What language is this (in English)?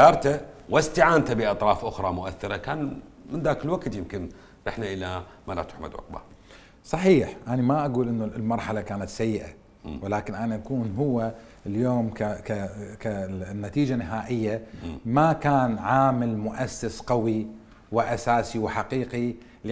Mesopotamian Arabic